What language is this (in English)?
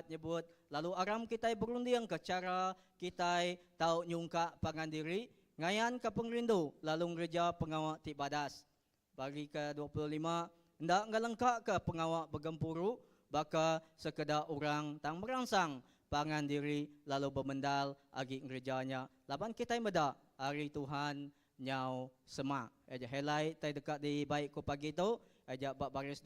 Iban